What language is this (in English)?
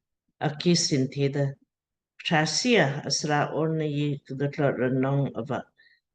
Lamkang